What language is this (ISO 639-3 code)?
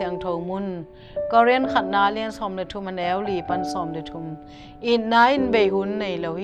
ctd